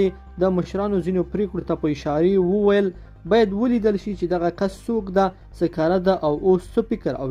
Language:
Pashto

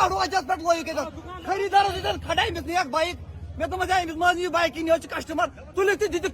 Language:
Kashmiri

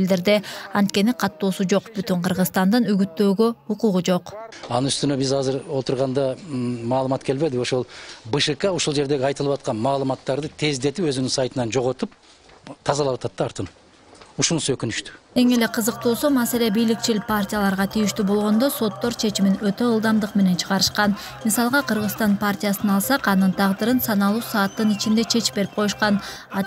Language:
Kyrgyz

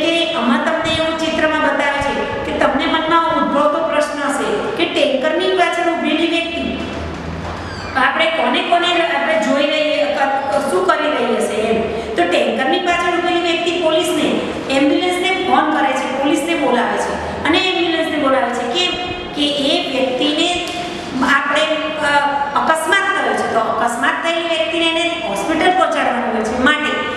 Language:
Gujarati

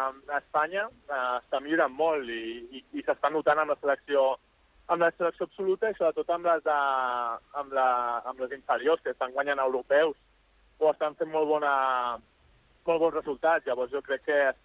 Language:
Catalan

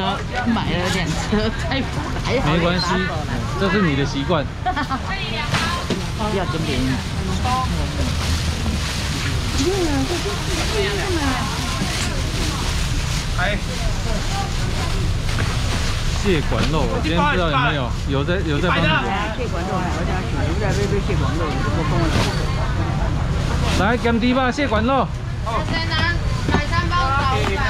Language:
Chinese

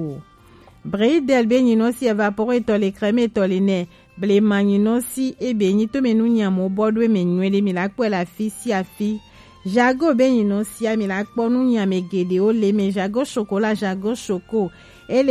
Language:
Gen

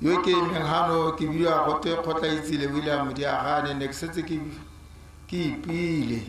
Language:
Tswana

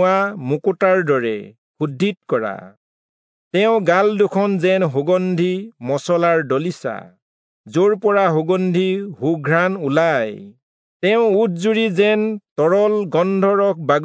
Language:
Assamese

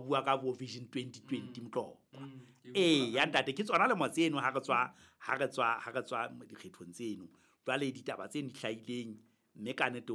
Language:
Southern Sotho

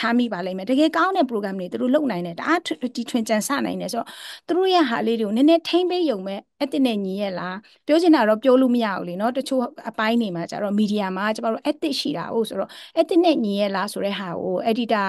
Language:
Burmese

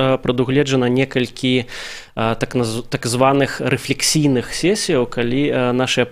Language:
Belarusian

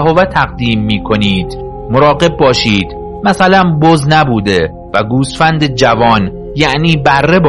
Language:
Persian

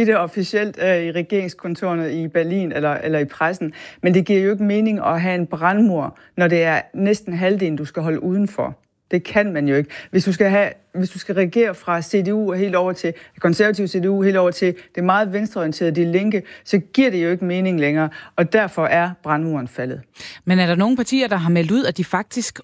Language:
Danish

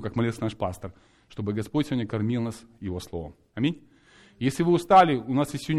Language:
Russian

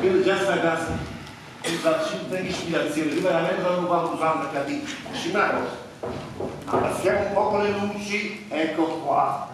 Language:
Neapolitan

